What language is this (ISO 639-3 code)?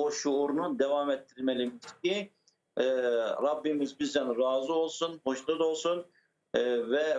crh